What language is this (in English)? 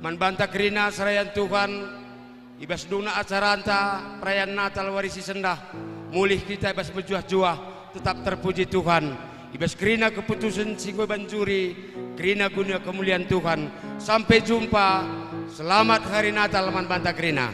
Batak Karo